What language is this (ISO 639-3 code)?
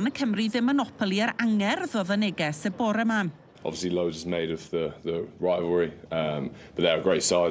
cym